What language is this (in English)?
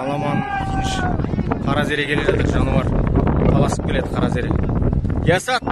Kazakh